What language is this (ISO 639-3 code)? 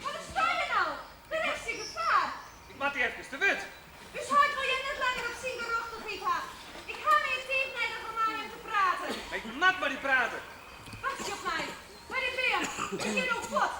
fry